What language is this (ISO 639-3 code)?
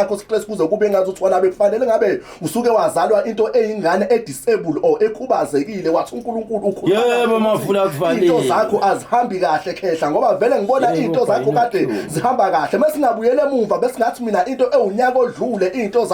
zul